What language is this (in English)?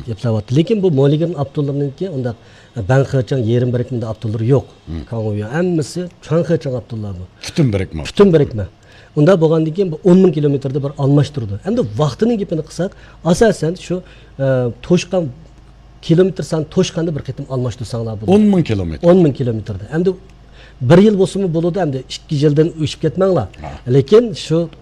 Uyghur